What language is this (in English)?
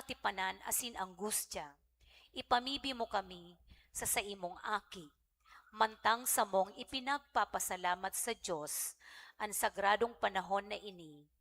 Bikol